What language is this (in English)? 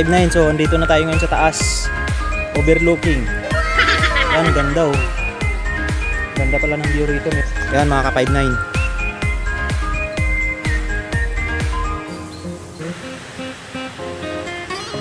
Filipino